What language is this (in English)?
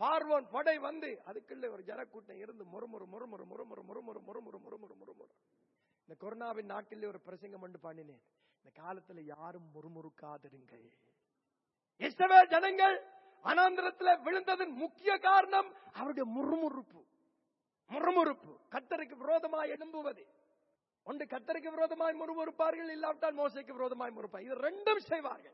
Tamil